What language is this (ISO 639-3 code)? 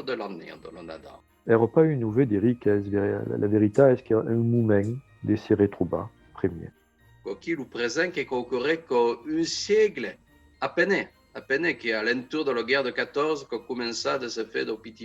oci